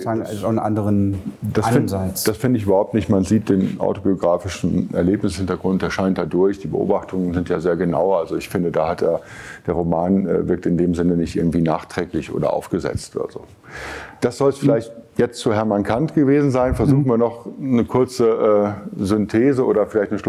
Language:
German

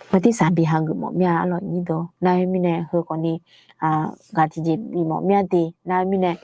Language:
Akha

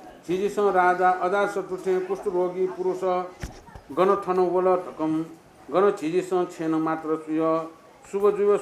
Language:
Newari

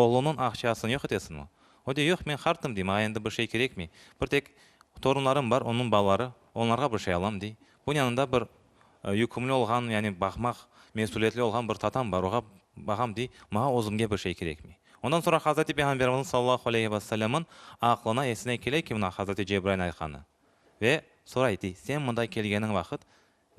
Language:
Crimean Tatar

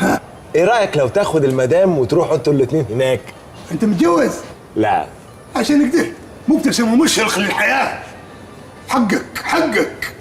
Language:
Egyptian Arabic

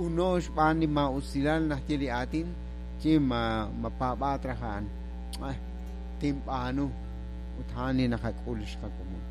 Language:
Kekchí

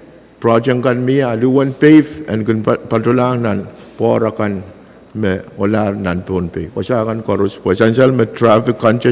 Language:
Pohnpeian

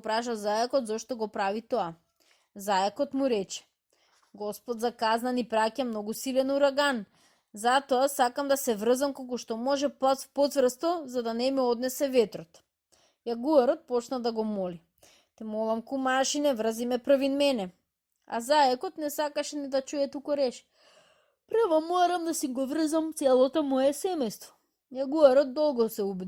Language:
Macedonian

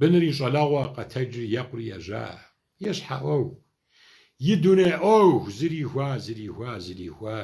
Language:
Kabardian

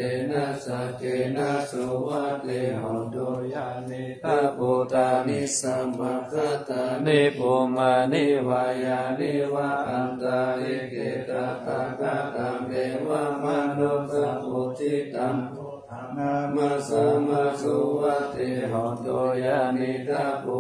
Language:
Pali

